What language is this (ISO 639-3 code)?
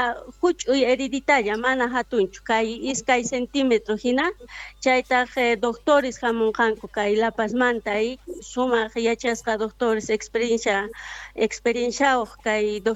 quh